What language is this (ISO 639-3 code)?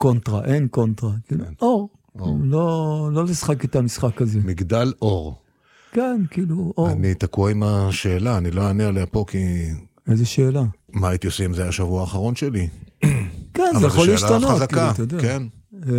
heb